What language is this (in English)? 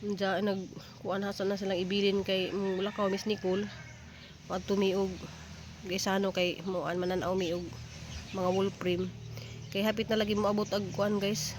Cebuano